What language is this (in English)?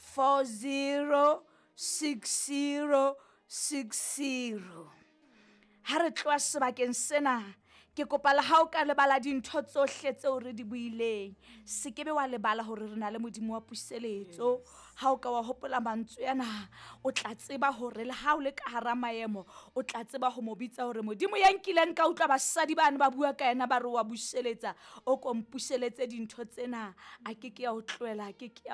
Southern Sotho